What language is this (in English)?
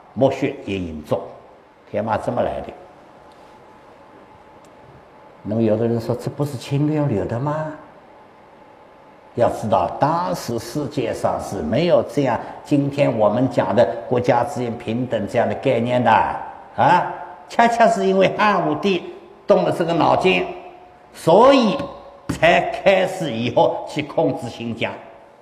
Chinese